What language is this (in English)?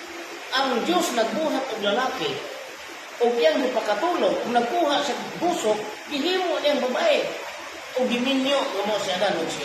Cebuano